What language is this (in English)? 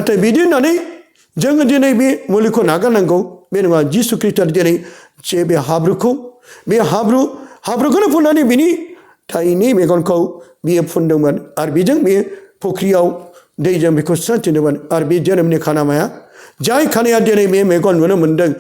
Bodo